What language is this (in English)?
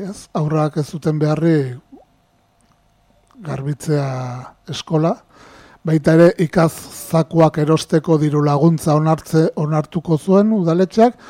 Basque